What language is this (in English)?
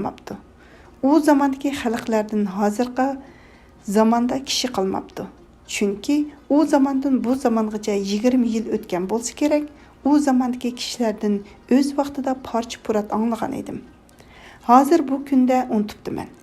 Uyghur